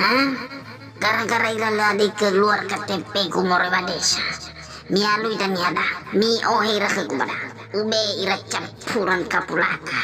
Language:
Nias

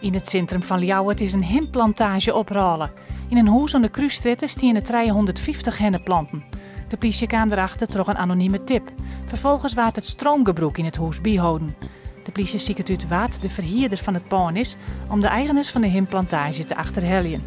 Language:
Western Frisian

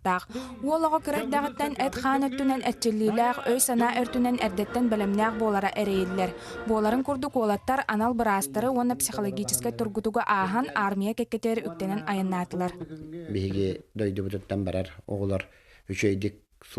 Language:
Yakut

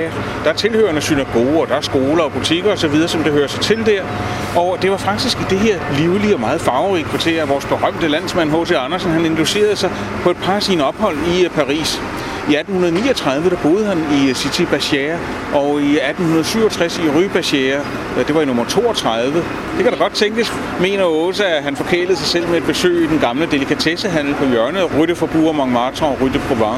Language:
Danish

